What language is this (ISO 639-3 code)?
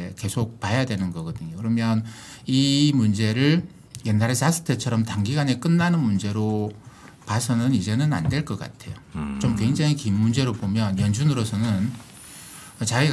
kor